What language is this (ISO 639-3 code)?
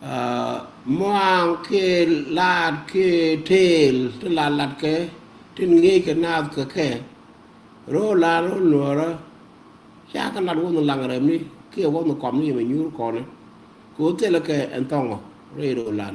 nus